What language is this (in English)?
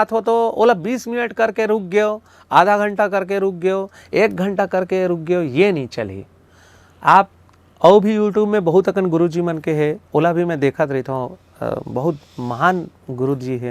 Chhattisgarhi